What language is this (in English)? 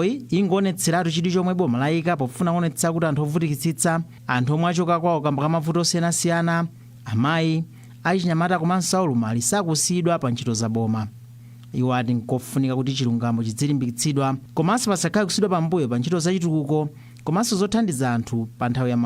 Nyanja